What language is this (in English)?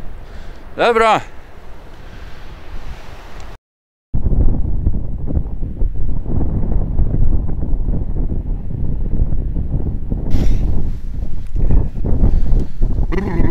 Norwegian